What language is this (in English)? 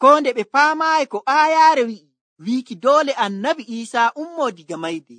Nigerian Fulfulde